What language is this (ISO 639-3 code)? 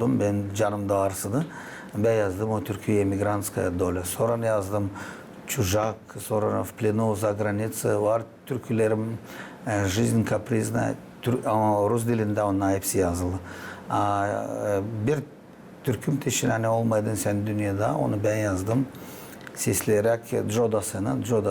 gag